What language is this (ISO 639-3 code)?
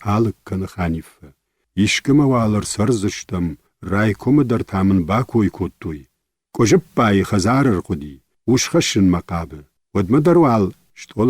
oss